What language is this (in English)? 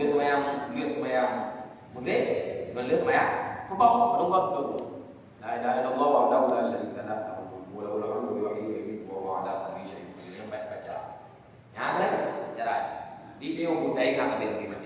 Achinese